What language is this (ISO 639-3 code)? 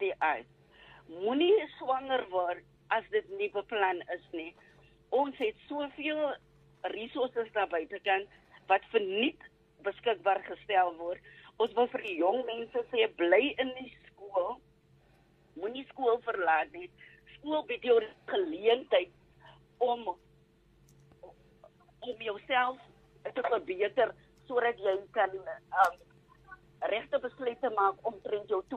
afr